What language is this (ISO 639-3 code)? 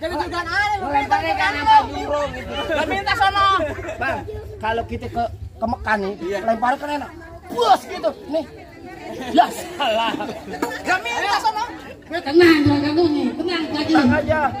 bew